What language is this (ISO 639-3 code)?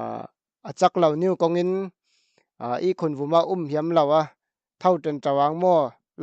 cfm